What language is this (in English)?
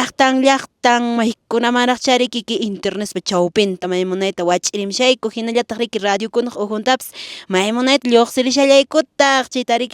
Quechua